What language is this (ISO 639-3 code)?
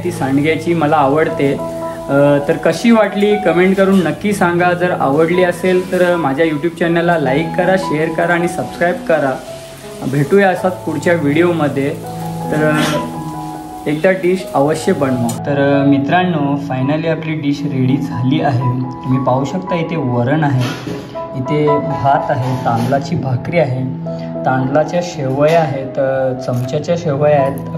mar